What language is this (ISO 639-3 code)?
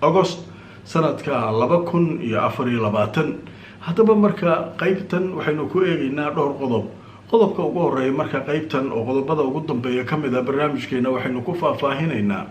som